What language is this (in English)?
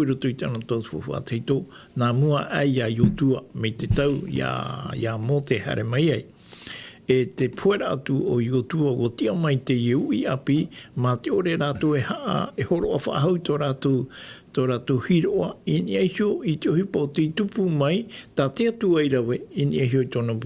Tahitian